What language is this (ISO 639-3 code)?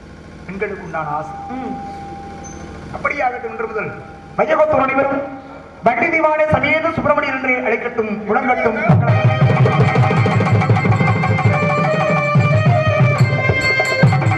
tam